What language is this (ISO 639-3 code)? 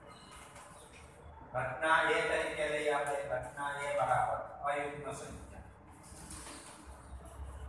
guj